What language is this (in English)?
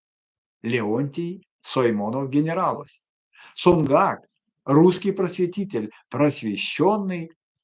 Erzya